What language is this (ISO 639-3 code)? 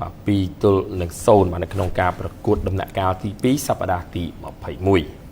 khm